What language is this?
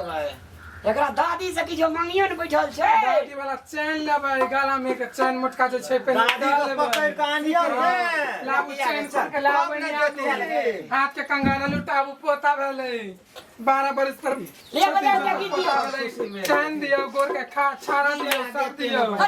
Maithili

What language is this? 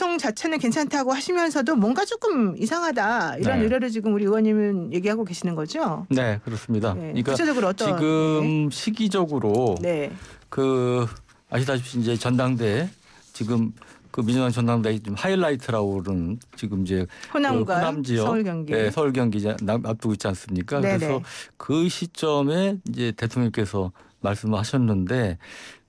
Korean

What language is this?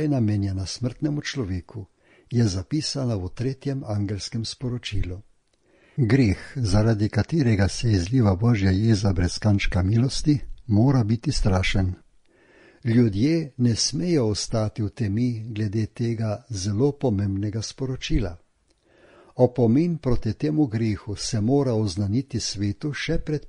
Slovenian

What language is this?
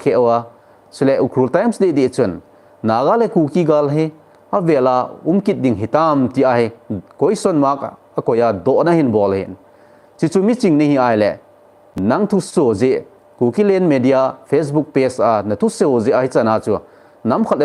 Thado Chin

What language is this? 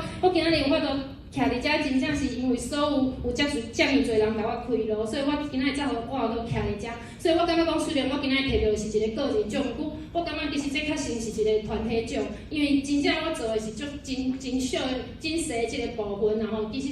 Min Nan Chinese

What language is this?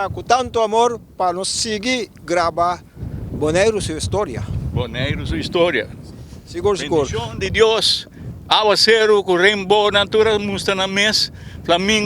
Papiamento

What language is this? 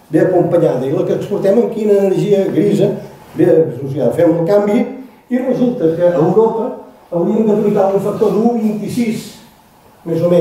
Catalan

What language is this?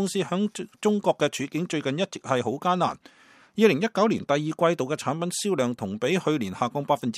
Cantonese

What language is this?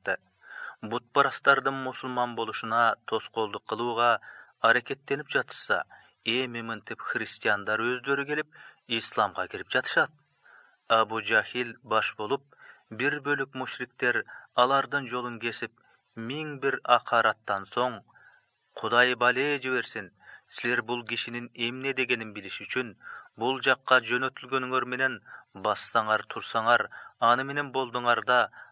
Kyrgyz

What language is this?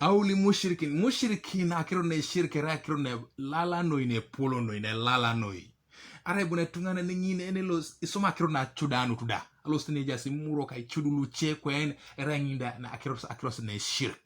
Teso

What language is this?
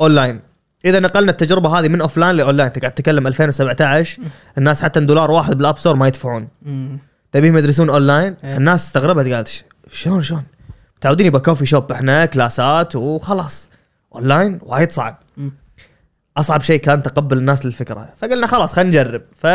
Gulf Arabic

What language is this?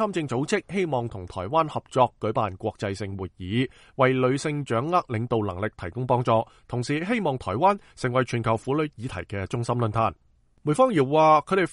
Cantonese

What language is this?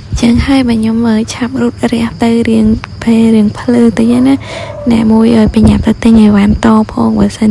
Khmer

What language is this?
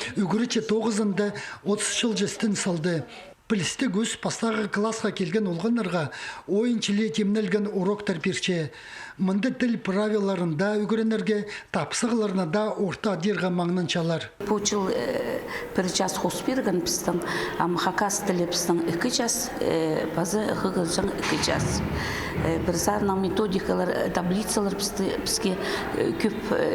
Khakas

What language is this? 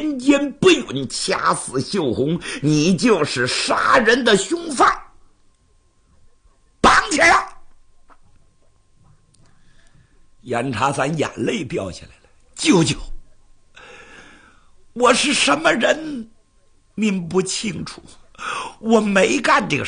Chinese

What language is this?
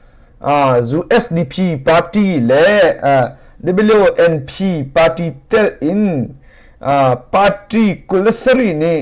Hakha Chin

